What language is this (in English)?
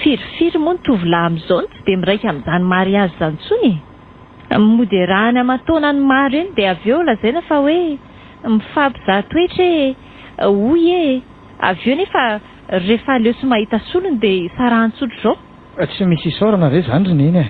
Malagasy